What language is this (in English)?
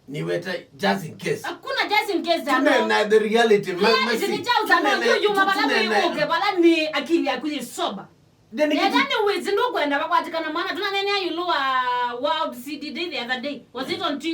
Kamba